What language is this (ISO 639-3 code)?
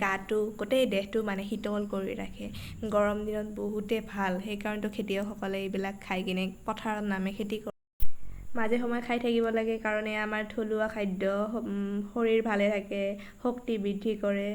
asm